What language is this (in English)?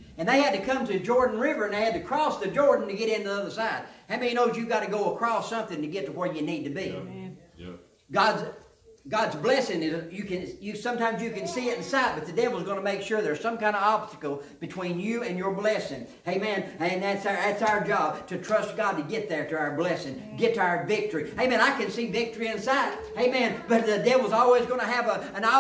English